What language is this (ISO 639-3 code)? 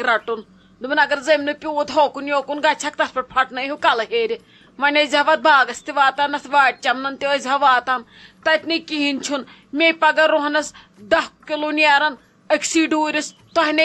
kas